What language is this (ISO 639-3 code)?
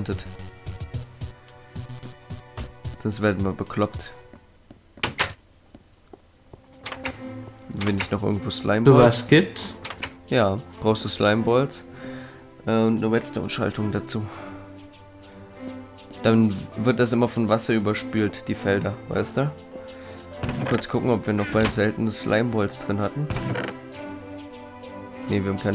deu